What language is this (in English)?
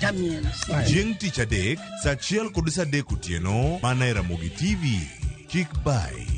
Luo (Kenya and Tanzania)